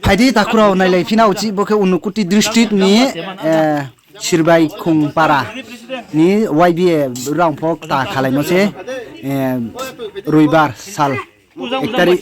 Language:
Riang (India)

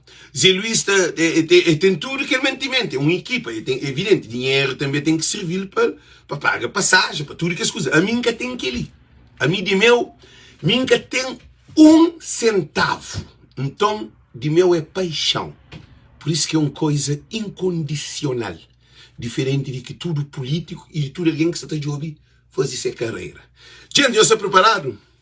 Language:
Kabuverdianu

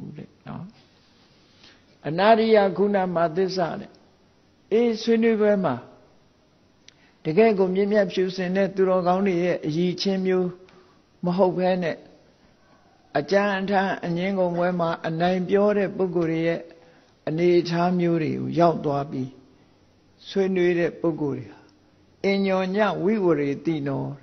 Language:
Burmese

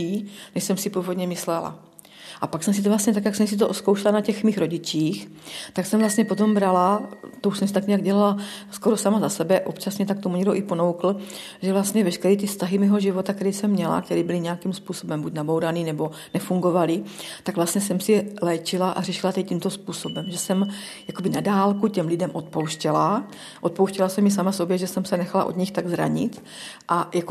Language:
Czech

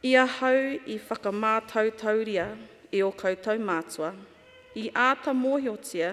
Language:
Māori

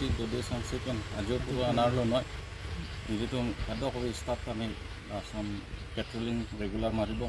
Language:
Karbi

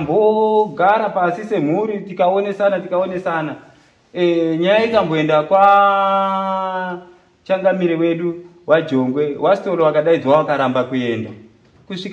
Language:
Shona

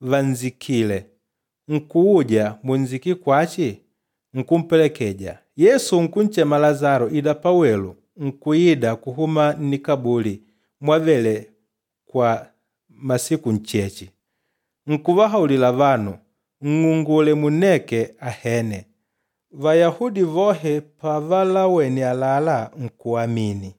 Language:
Makonde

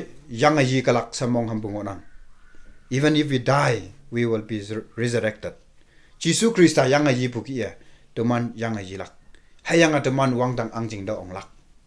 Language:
Konyak Naga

